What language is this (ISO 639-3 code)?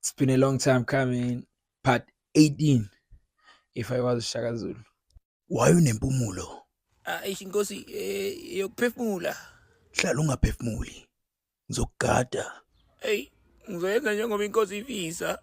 zul